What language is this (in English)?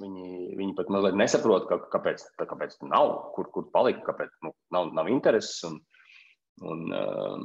Latvian